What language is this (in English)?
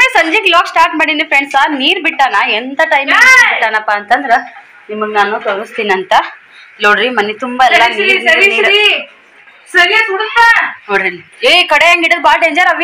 Kannada